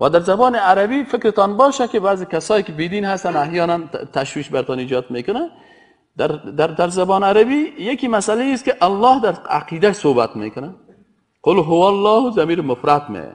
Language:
Persian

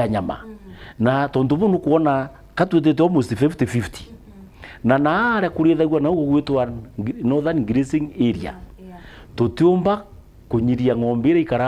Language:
Meru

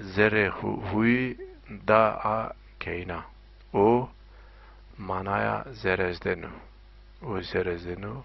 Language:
Zaza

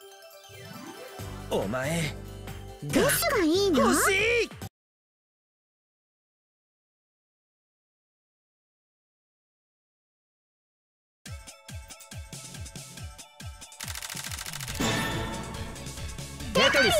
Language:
Japanese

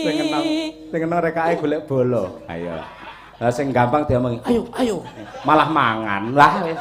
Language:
Javanese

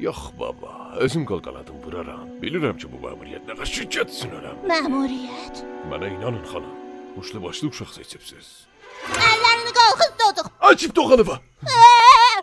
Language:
South Azerbaijani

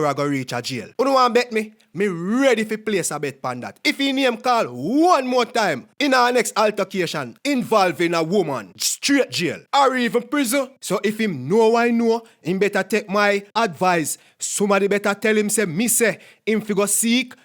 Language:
Jamaican Creole English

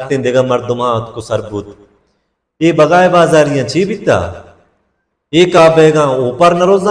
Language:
Baluchi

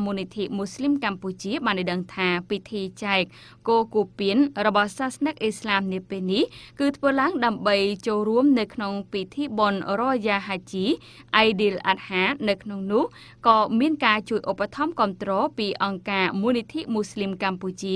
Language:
Khmer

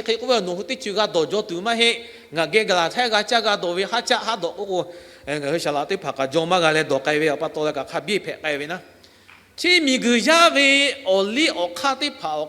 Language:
Lahu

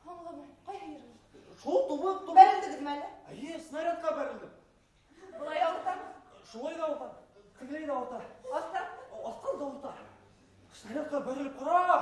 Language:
Bashkir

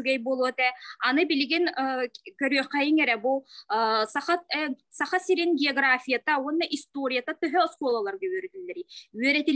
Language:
Yakut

